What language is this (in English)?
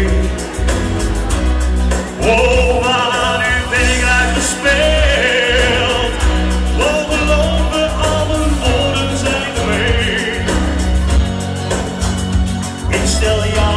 Dutch